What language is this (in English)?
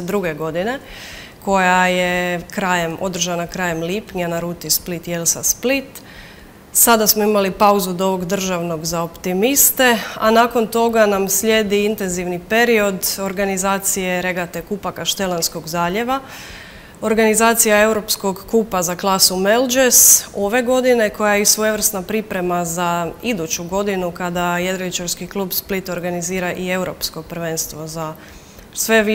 Croatian